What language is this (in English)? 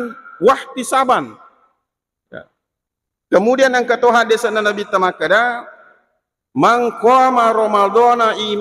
Buginese